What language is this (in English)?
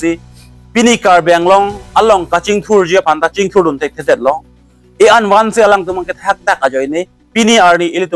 Karbi